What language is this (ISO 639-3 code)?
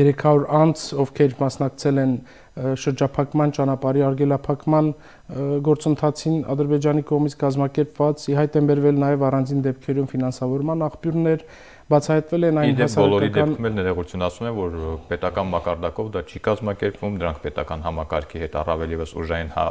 hye